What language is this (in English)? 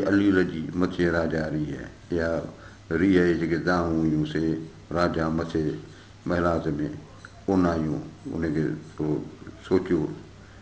Sindhi